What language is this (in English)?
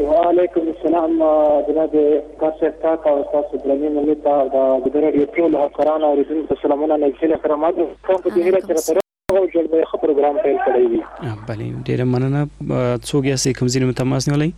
Persian